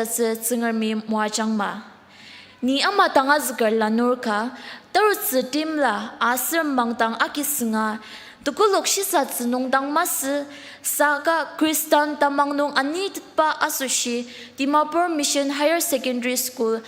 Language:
Ao Naga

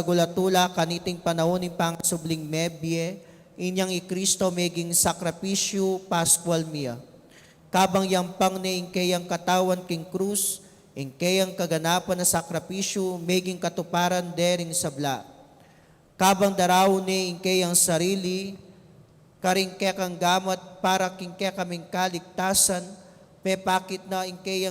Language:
Pampanga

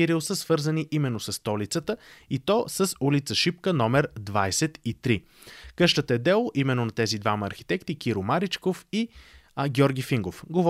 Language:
Bulgarian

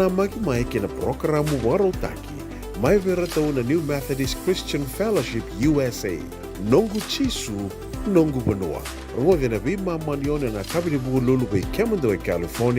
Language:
Fijian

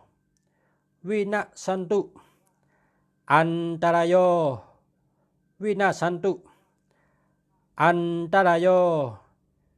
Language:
Shan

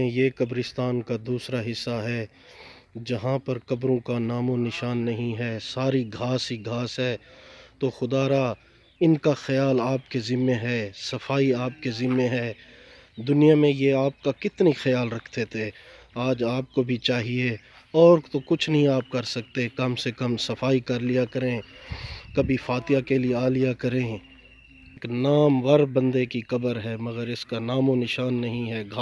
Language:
Urdu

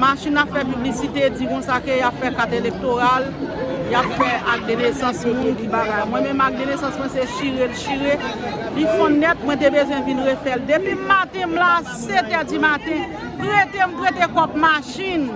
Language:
Haitian Creole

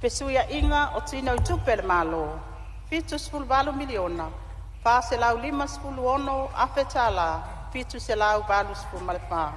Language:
Samoan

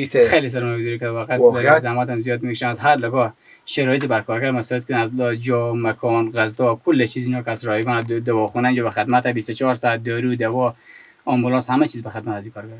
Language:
Persian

